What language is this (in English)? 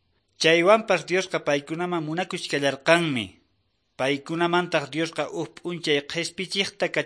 Quechua